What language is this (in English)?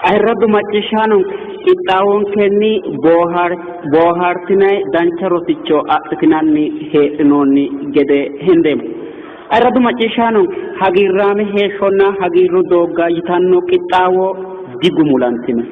Sidamo